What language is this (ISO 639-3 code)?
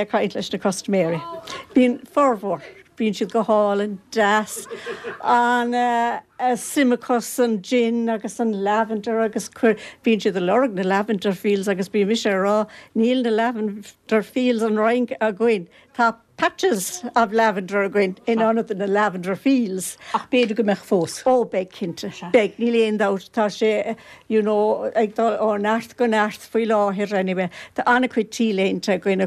gle